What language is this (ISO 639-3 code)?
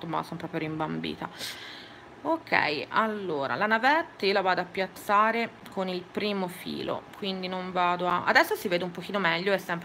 ita